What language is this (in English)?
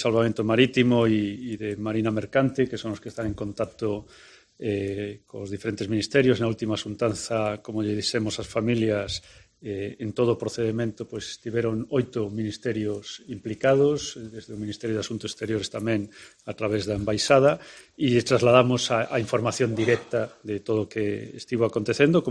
Galician